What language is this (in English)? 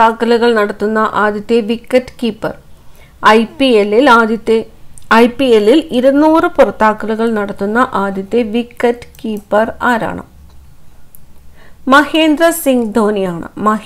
Malayalam